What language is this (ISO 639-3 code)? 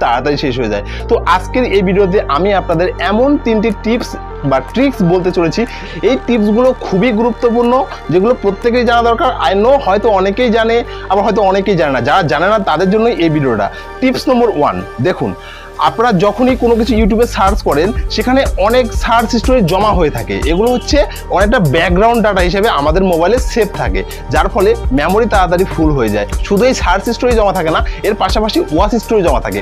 ben